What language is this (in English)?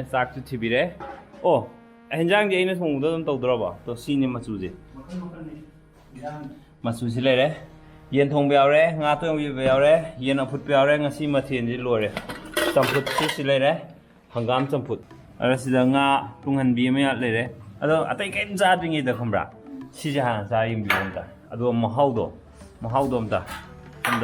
Manipuri